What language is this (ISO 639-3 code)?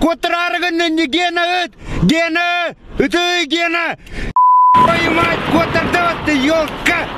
sah